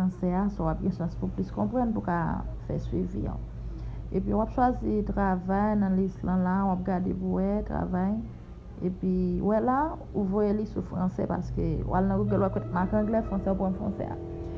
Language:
Haitian Creole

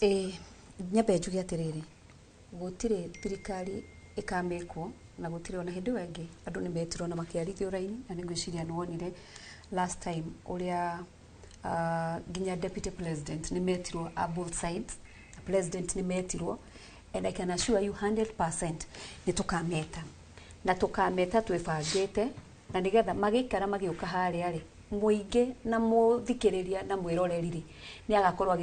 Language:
Kikuyu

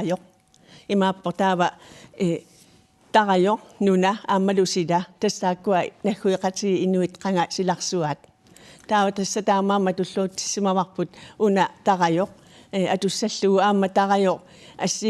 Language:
Kalaallisut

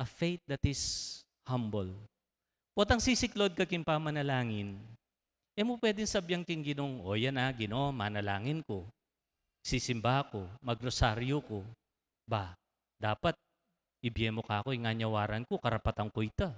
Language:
Pampanga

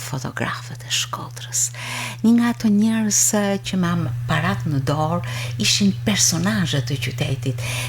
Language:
Albanian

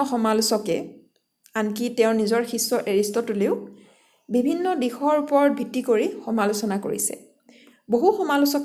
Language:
Assamese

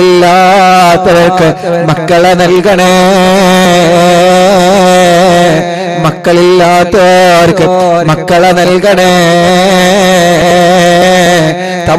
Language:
Malayalam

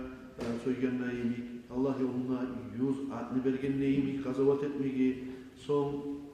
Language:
Kumyk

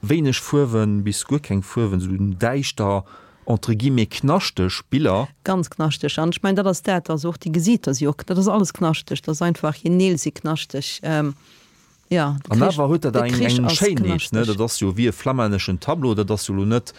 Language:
Luxembourgish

